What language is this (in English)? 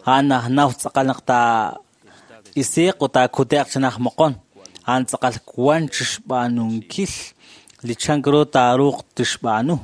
Kekchí